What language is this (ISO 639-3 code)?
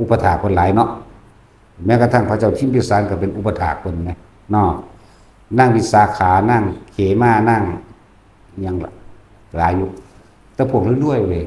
tts